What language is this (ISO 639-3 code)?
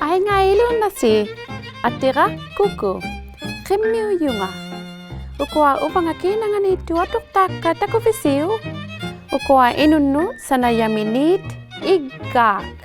iku